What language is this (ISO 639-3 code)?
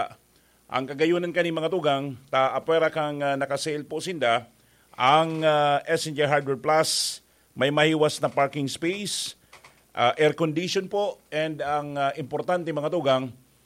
bik